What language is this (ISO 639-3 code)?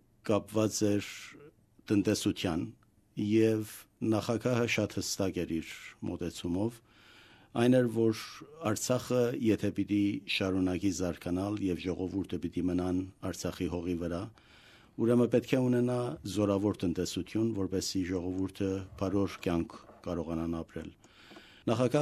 hye